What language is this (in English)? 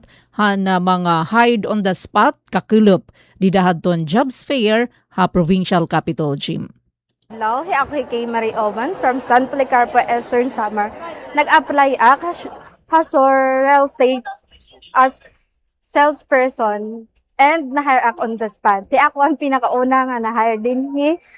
Waray